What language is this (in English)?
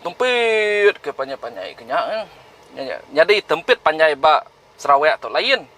Iban